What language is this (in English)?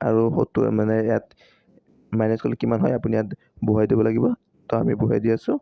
Assamese